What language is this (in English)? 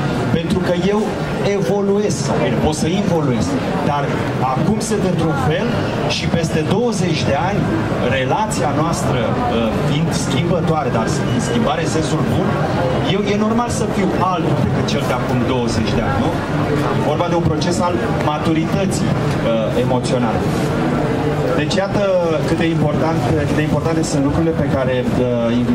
Romanian